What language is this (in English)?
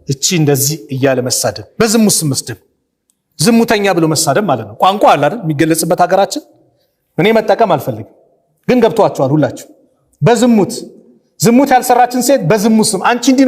Amharic